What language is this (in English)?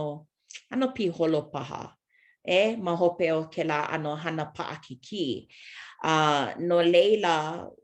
Hawaiian